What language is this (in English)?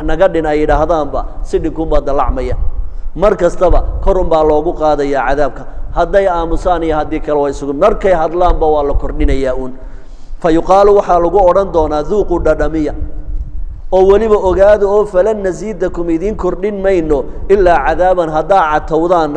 Somali